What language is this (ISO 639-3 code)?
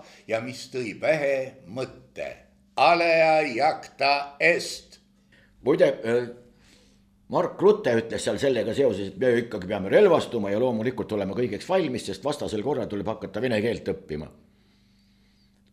est